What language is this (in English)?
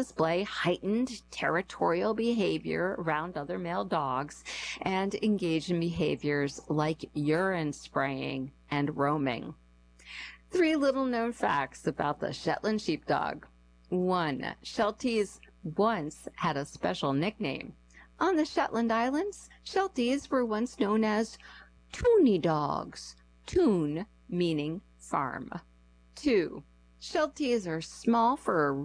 English